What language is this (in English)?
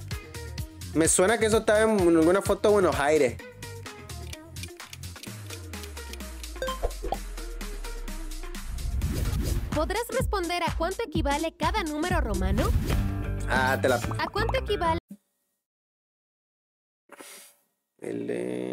Spanish